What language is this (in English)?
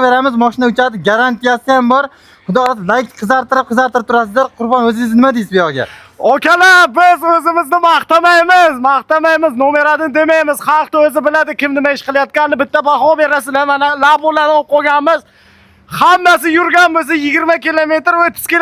Uzbek